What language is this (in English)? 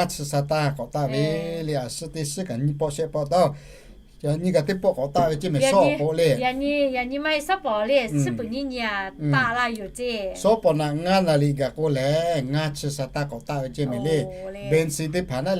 Lahu